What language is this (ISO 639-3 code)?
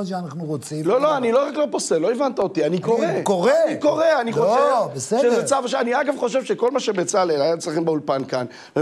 heb